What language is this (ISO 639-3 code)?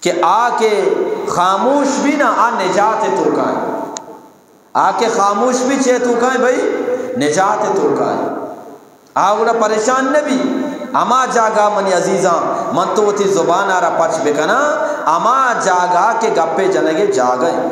bgp